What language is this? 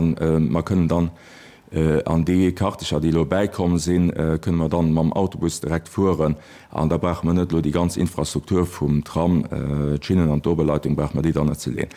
Luxembourgish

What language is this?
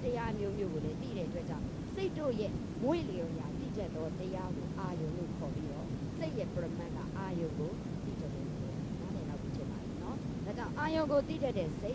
Burmese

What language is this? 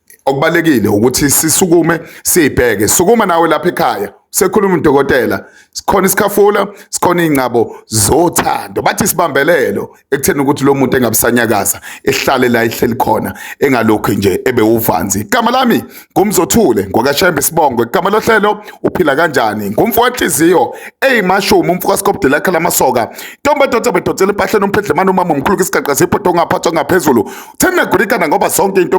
Zulu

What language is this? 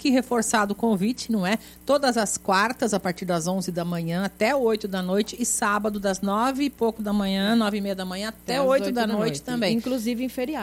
Portuguese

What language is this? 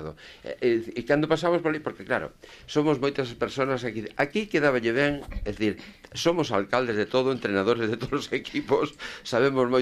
Galician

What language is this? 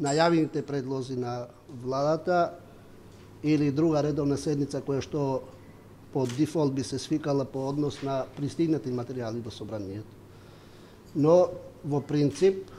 Macedonian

